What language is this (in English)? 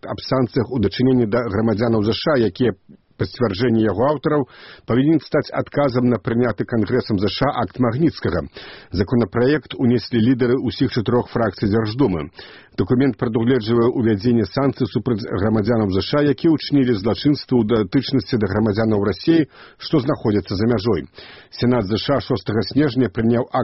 Belarusian